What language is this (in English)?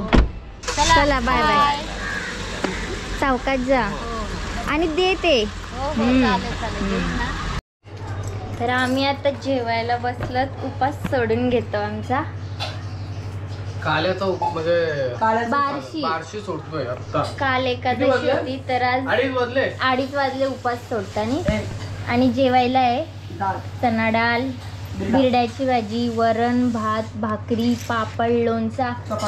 Marathi